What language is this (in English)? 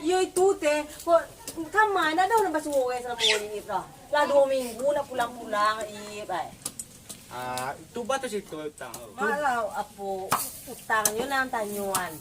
Minangkabau